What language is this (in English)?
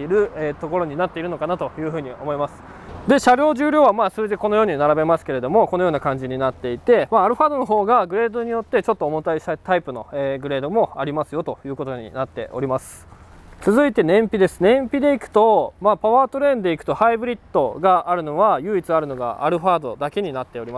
Japanese